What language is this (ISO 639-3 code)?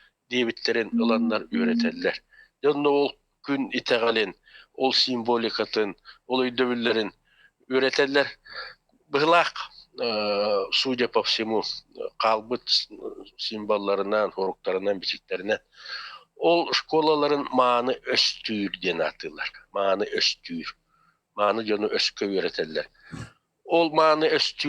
sah